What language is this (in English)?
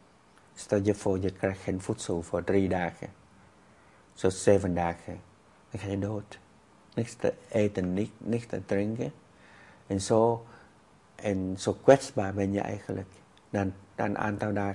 Dutch